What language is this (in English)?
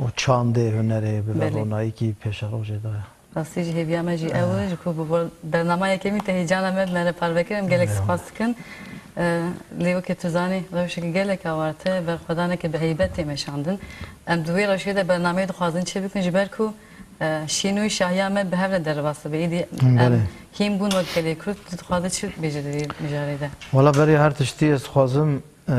Kurdish